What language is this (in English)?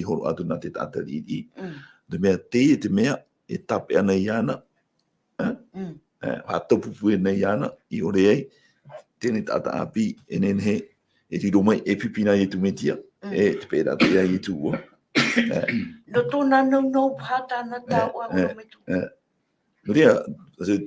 Tahitian